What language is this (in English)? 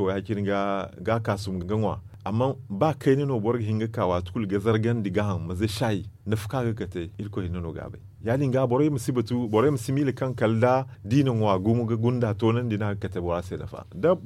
Zarma